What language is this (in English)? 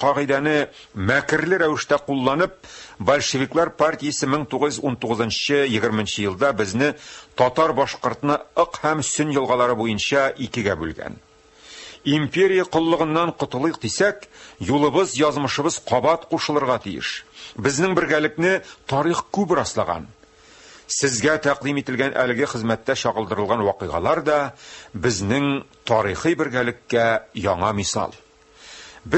Tatar